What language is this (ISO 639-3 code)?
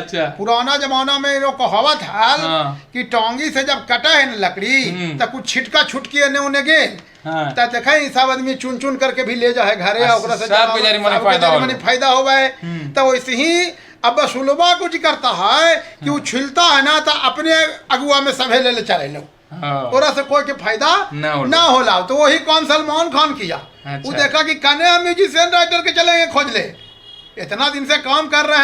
mag